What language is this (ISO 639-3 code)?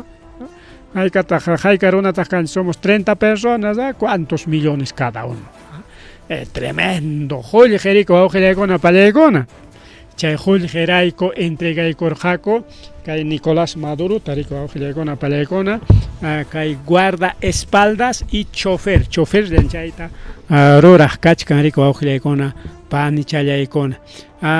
quy